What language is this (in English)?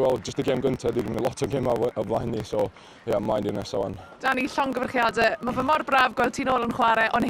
Welsh